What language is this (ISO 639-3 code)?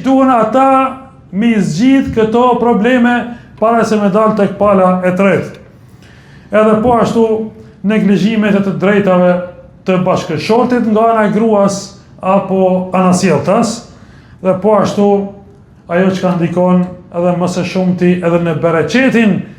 sqi